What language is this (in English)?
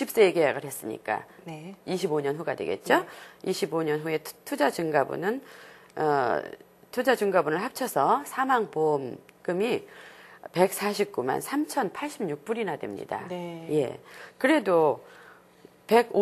Korean